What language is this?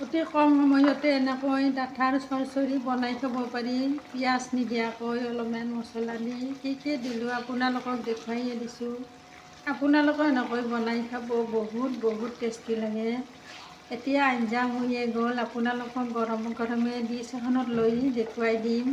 Assamese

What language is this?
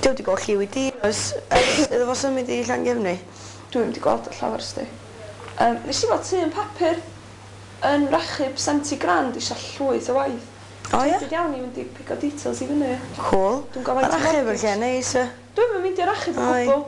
Welsh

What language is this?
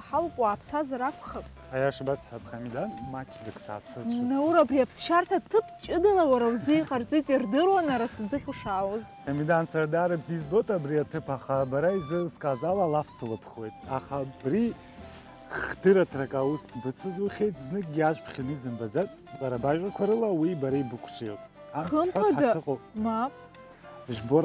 Abkhazian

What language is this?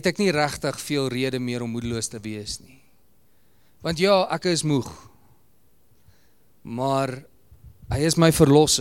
Afrikaans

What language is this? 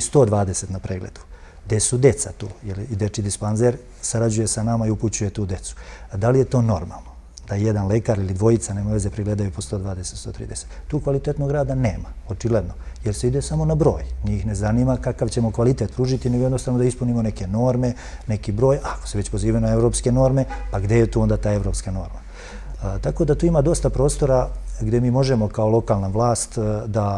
Serbian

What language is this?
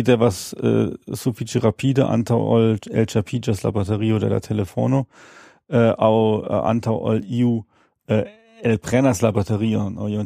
Esperanto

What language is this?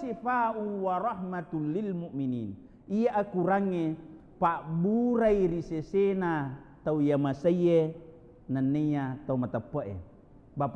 Buginese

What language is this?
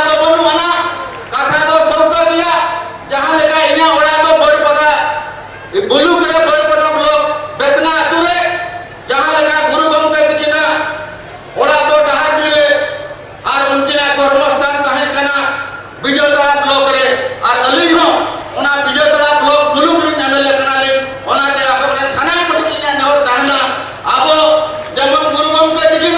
Santali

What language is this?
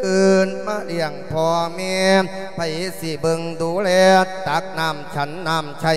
Lao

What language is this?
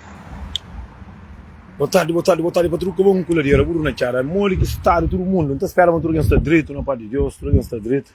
Kabuverdianu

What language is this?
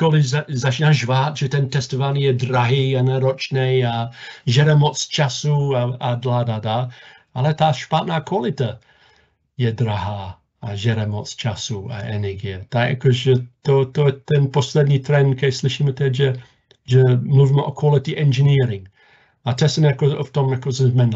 Czech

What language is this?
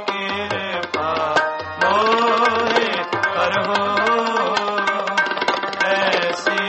Punjabi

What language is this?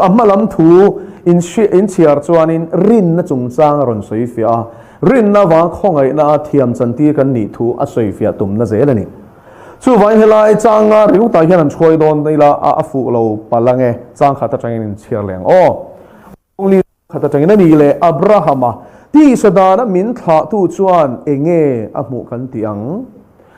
Mizo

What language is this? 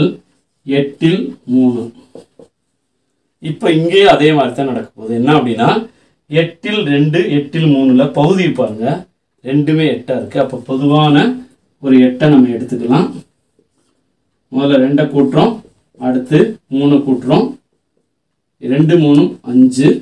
Tamil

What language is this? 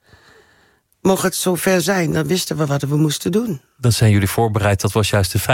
Dutch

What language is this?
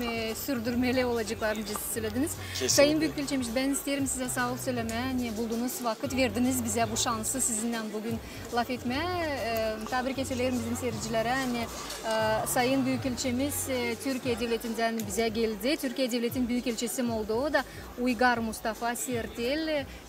Gagauz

